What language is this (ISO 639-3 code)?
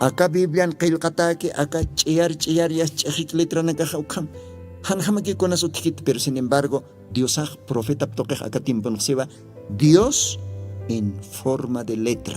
aym